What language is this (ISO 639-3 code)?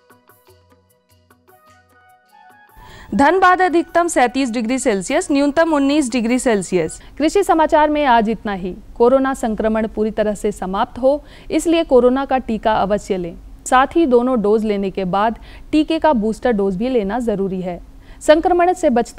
hin